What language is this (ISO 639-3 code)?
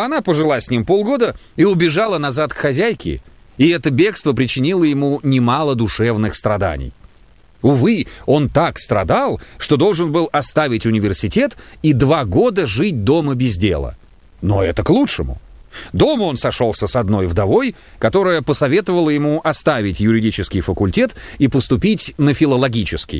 rus